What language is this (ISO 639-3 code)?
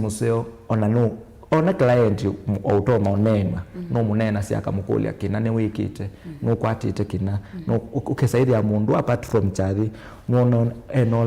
kam